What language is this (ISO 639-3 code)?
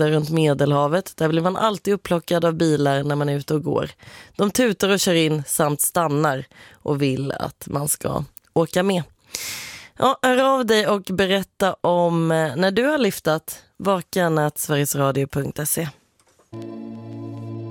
swe